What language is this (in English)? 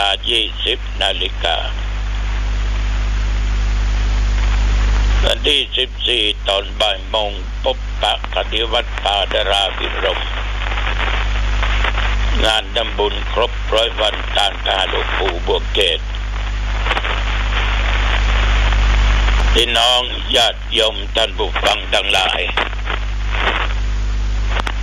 Thai